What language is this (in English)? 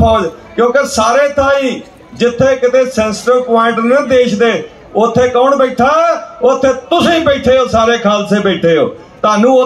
Punjabi